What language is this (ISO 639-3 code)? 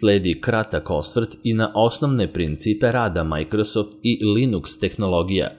srp